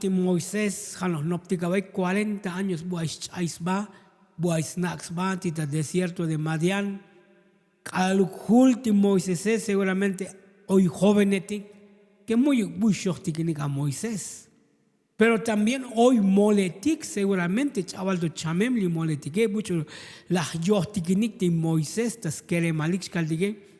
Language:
Tzotzil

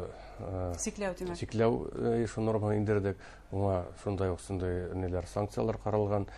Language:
Bashkir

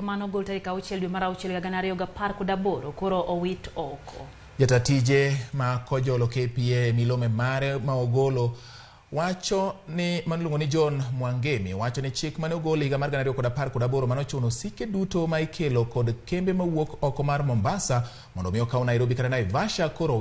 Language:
Luo (Kenya and Tanzania)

